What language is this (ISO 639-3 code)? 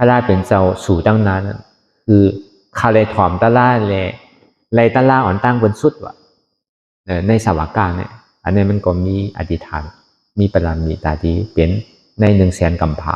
shn